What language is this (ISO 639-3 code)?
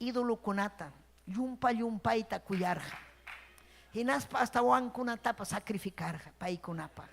quy